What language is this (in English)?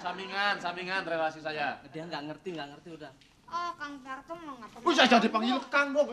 Betawi